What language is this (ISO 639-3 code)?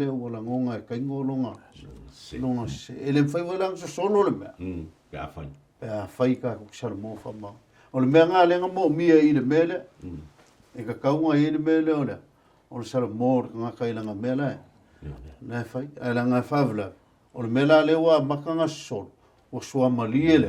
smo